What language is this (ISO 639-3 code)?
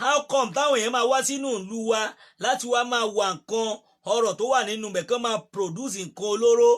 yor